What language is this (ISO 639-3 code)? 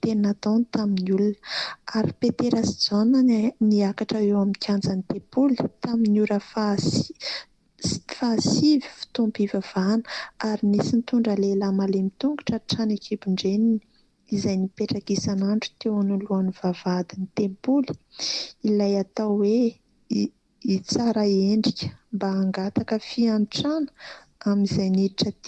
mlg